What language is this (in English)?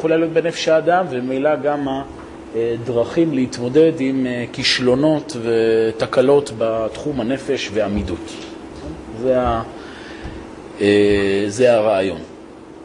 Hebrew